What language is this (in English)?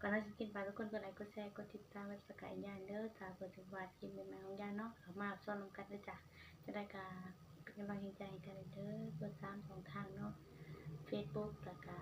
Northeastern Thai